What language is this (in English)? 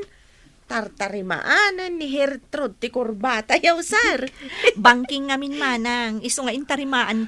Iloko